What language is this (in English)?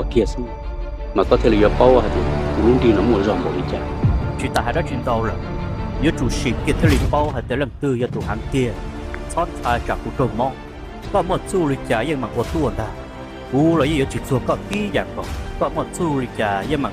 Hmong